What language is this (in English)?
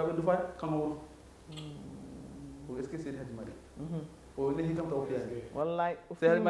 Fula